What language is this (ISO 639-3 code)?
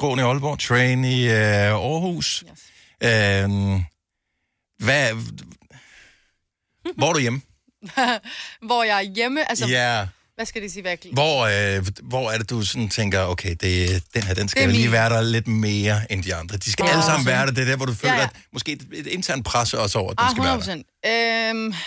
dan